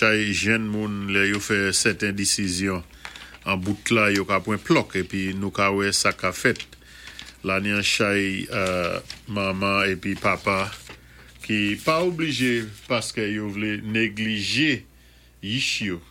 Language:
Saint Lucian Creole French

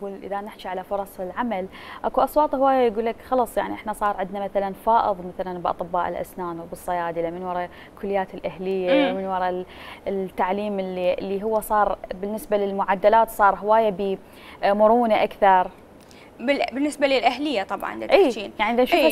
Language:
Mesopotamian Arabic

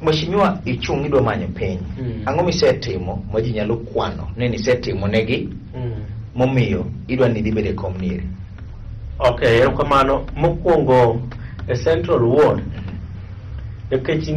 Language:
Luo (Kenya and Tanzania)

